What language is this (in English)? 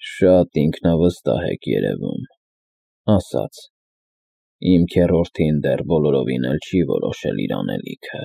Armenian